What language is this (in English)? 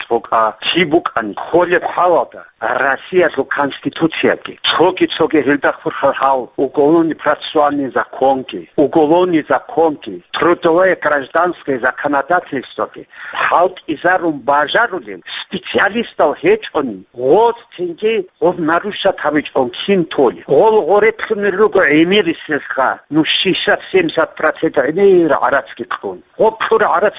Avaric